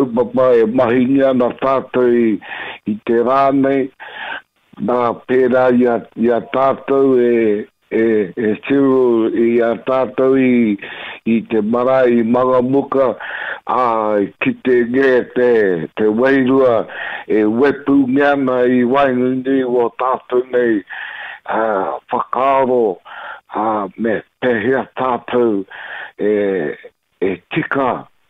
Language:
Māori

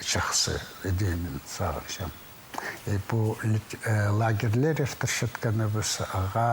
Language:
Khakas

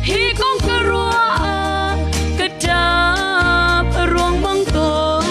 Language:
Hakha Chin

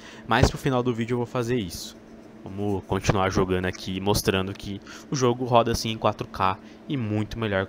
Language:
Portuguese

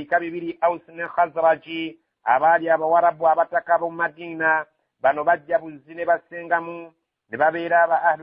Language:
Ganda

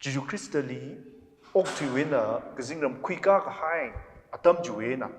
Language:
Tangkhul Naga (India)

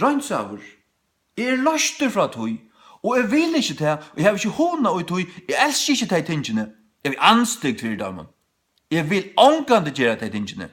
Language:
Faroese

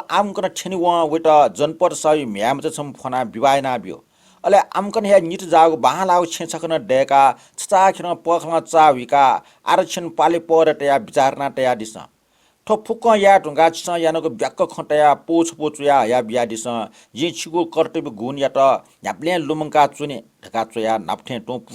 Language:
Newari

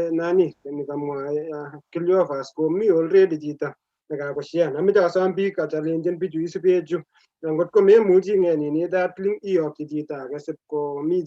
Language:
Kalenjin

